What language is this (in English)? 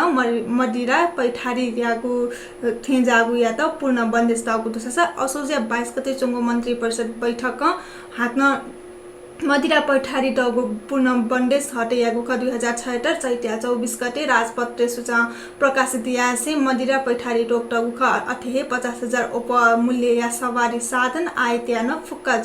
Newari